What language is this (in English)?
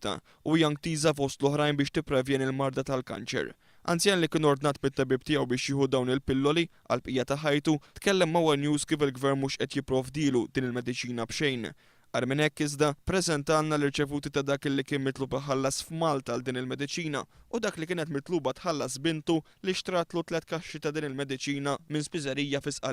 Maltese